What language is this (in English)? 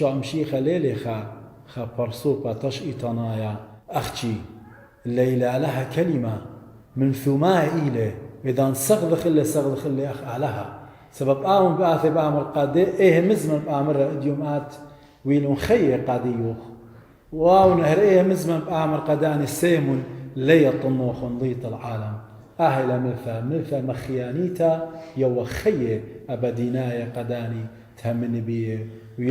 Assyrian Neo-Aramaic